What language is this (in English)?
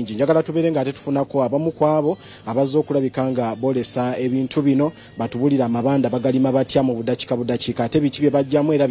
Ganda